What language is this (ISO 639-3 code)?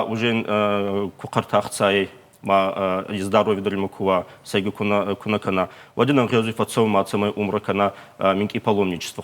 oss